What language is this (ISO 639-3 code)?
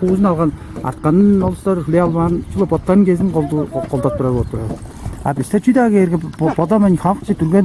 tyv